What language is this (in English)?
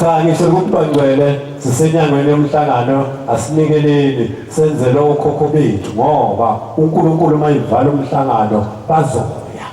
Zulu